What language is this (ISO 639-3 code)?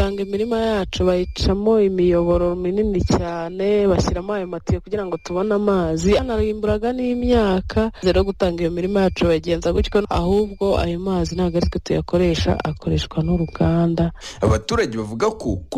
kin